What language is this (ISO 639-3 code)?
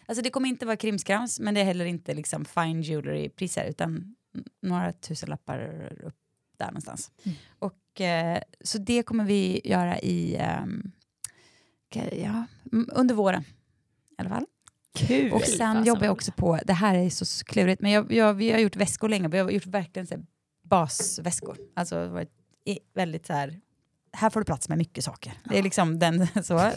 swe